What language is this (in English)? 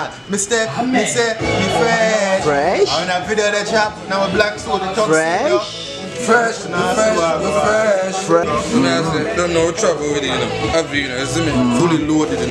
Jamaican Creole English